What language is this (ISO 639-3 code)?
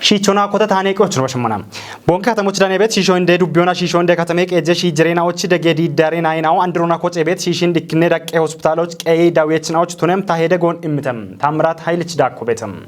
kbr